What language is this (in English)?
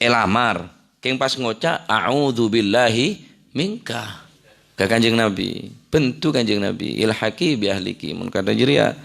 Madurese